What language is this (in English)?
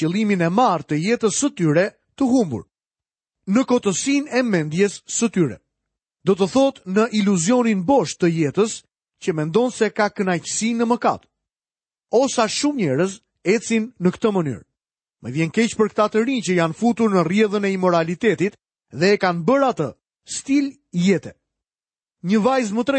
Albanian